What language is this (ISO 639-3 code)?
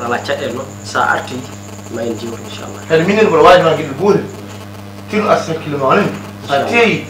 ful